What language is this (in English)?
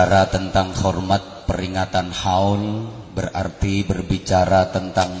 Javanese